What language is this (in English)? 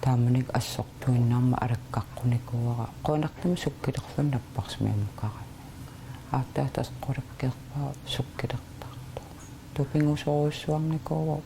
Kalaallisut